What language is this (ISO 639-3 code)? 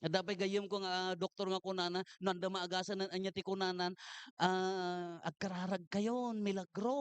ilo